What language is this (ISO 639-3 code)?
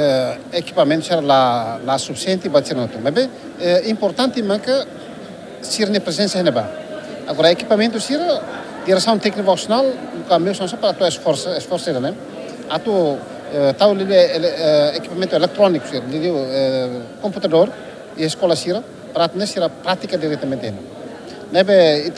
tet